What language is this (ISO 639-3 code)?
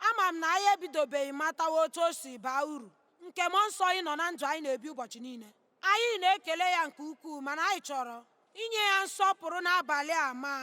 ibo